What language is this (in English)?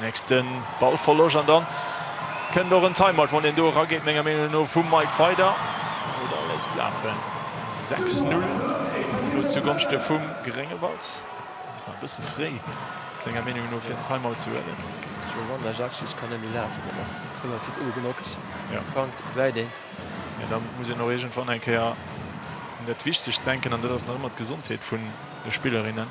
Luxembourgish